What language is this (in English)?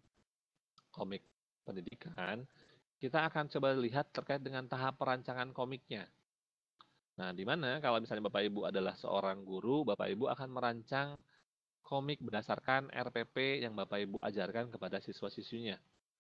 Indonesian